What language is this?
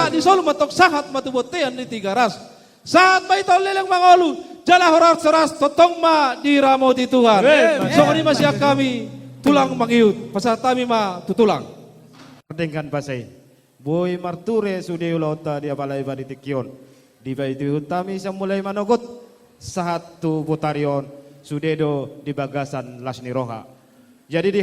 Batak Toba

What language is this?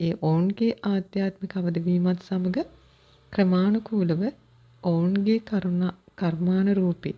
Sinhala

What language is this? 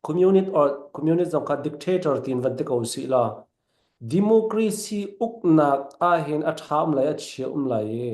Falam Chin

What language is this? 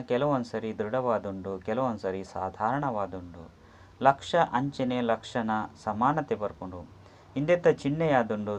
Tulu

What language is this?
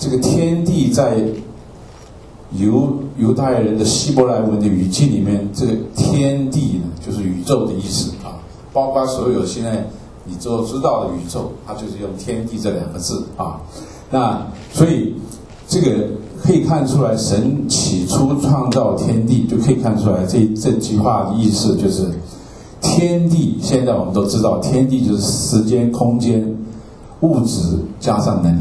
Chinese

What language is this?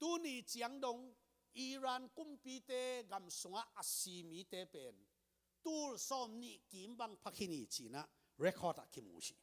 Tedim Chin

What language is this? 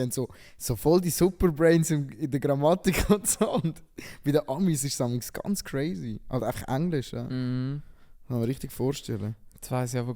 Swiss German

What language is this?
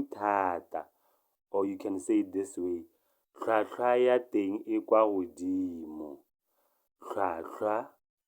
Tswana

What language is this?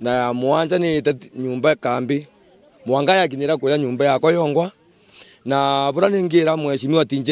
Meru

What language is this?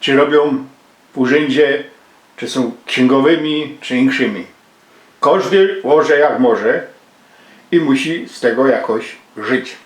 Silesian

